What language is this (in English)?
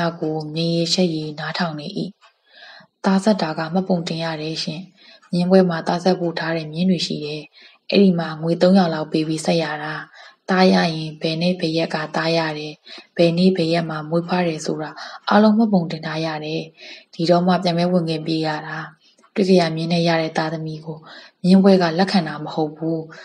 Burmese